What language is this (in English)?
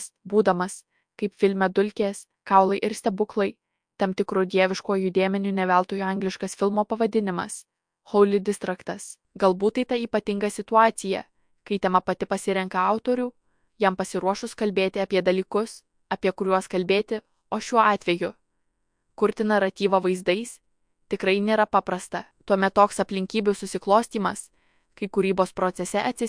Lithuanian